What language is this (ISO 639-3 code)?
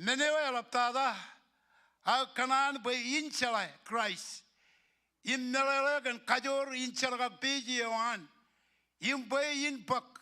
mah